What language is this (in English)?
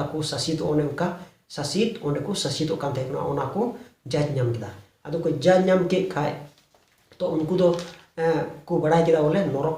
Santali